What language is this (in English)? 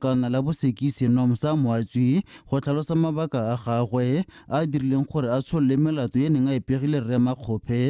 Tswana